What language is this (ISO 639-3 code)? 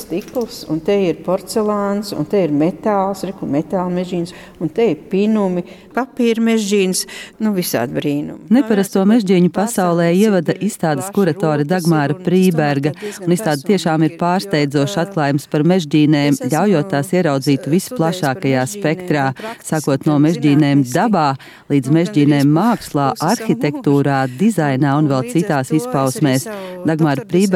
lav